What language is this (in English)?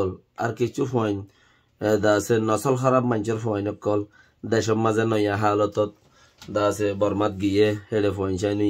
Rohingya